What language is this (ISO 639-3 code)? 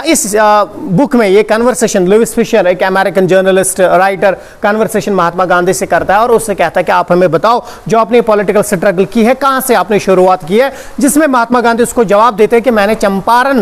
hin